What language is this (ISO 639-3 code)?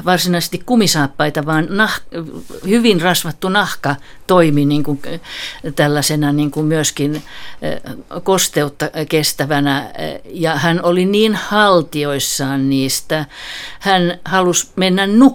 fin